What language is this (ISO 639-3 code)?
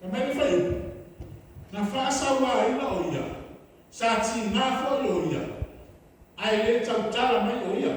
smo